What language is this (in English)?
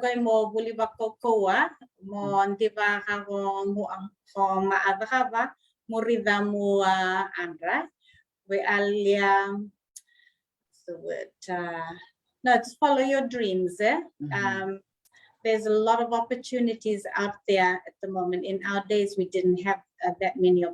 Fijian